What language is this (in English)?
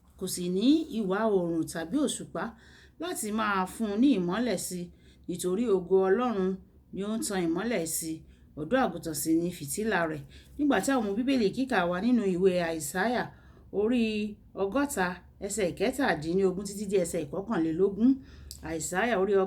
Yoruba